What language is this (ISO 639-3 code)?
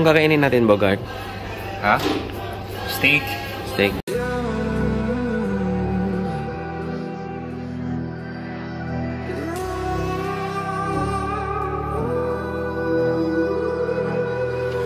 fil